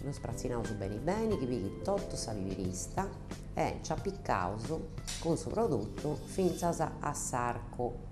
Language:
Sardinian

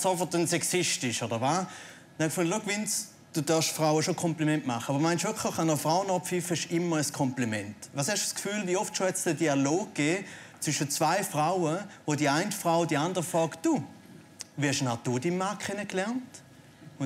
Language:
Swiss German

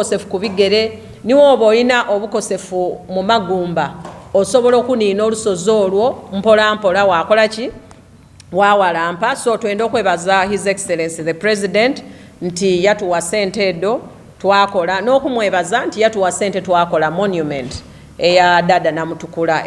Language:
Soga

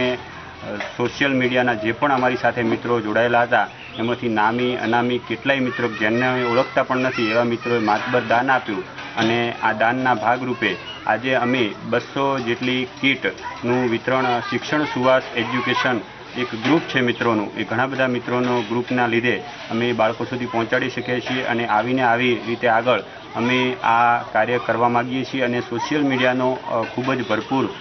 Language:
Gujarati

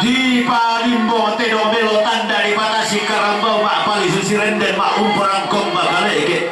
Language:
Toraja-Sa'dan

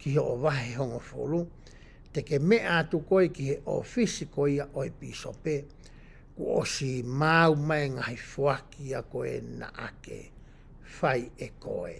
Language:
Tongan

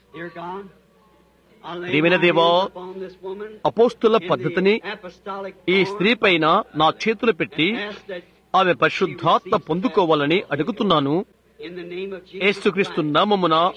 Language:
Telugu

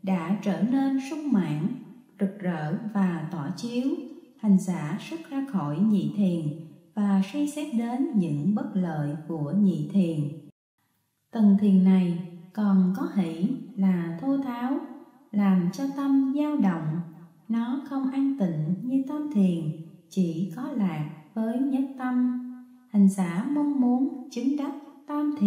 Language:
Vietnamese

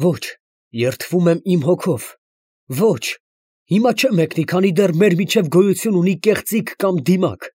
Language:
Armenian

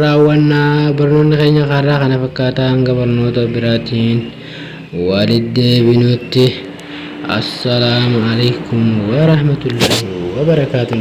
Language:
Oromo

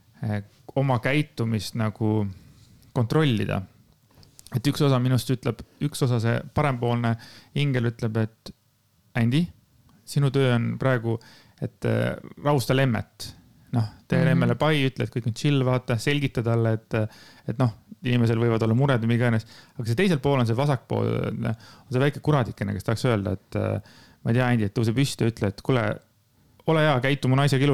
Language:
Estonian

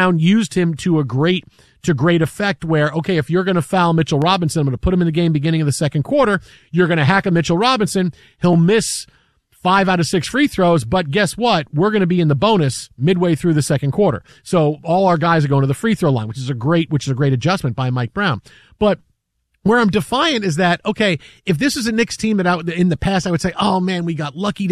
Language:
English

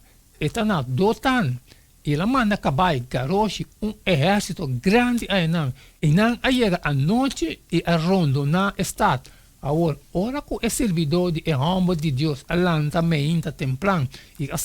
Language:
Papiamento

